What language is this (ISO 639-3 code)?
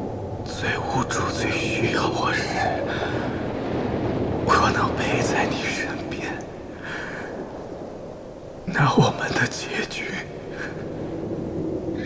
zho